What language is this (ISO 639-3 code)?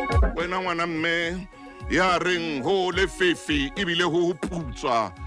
sot